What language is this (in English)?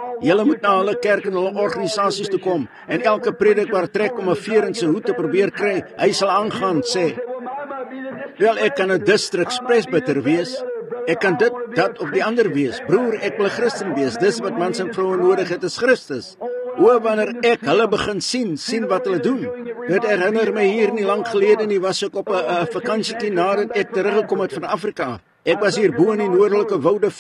Afrikaans